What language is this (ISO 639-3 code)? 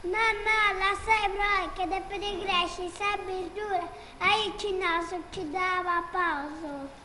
srd